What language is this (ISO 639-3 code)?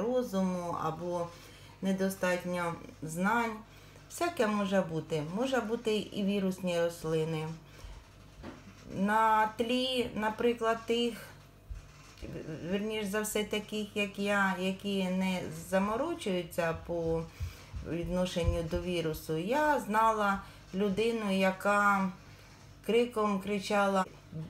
ukr